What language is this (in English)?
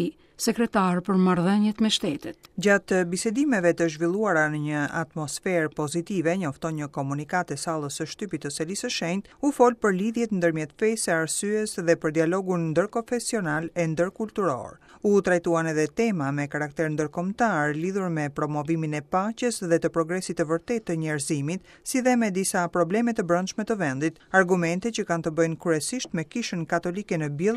Albanian